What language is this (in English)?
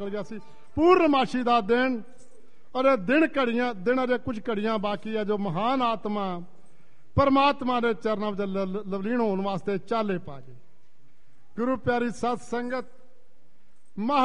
Punjabi